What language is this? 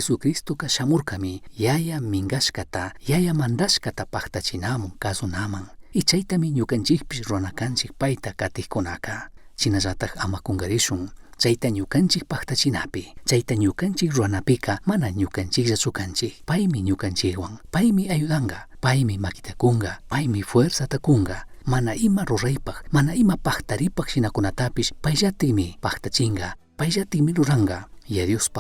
Chimborazo Highland Quichua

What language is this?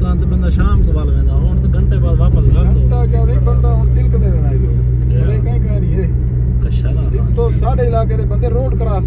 Saraiki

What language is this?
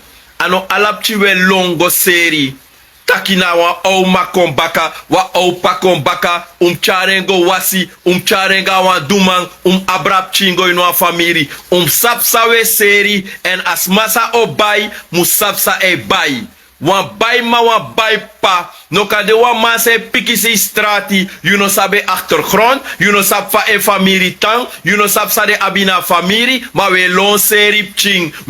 Sranan Tongo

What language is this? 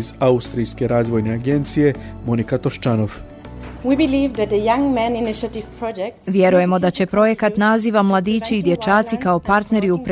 Bosnian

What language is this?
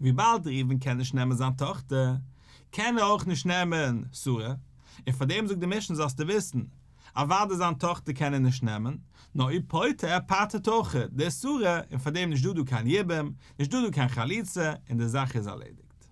Yiddish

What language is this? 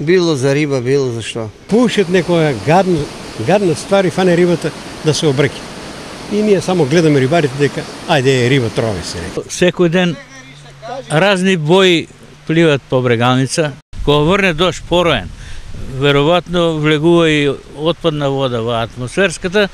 Macedonian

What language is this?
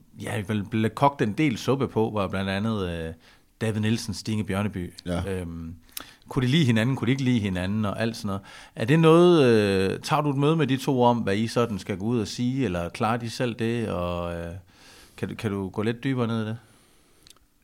Danish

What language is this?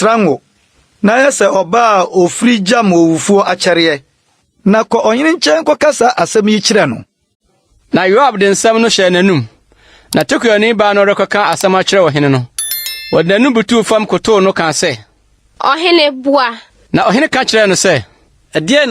Akan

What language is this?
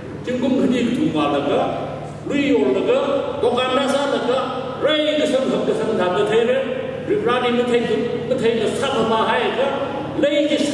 Tangkhul Naga (India)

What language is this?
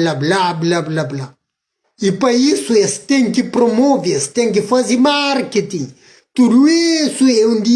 Kabuverdianu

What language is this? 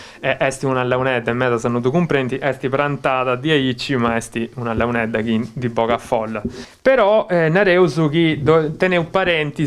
Sardinian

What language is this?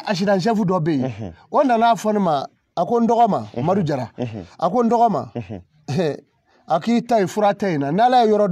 Bambara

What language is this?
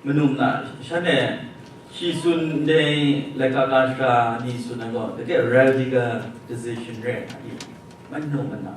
Kachin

